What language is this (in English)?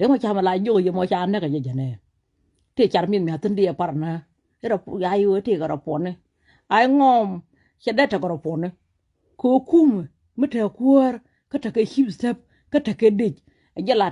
Nuer